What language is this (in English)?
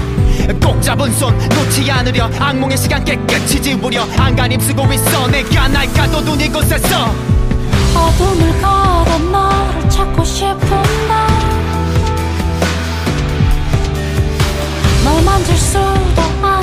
Korean